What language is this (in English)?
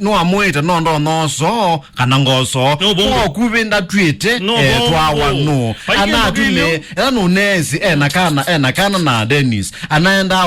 Kamba